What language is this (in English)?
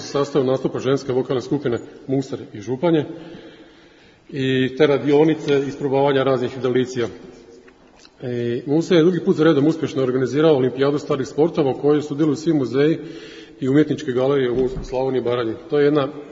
Croatian